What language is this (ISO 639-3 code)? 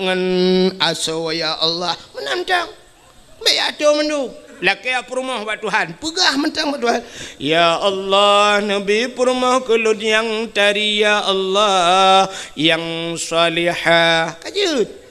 ace